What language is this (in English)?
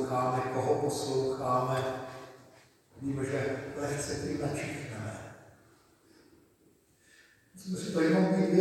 Czech